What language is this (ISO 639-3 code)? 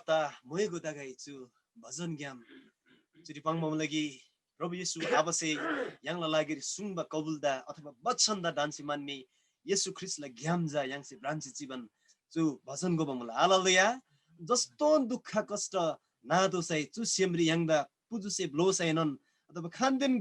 taj